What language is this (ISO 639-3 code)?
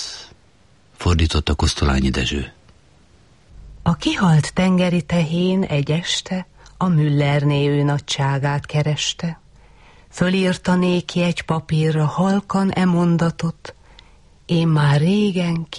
hun